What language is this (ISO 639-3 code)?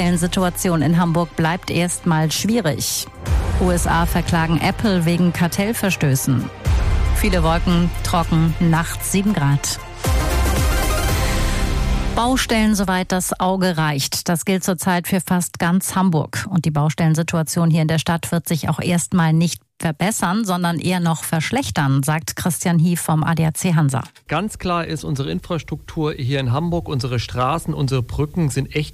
deu